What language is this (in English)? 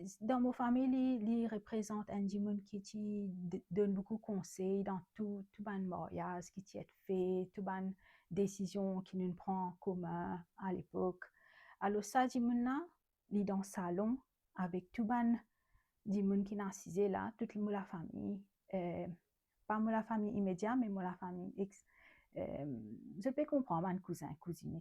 Morisyen